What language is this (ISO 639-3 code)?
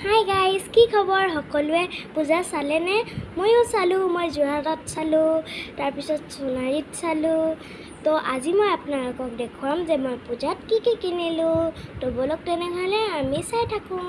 asm